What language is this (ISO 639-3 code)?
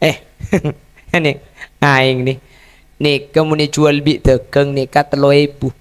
mad